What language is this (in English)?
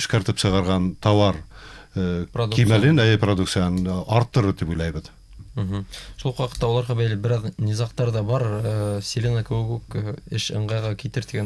Bashkir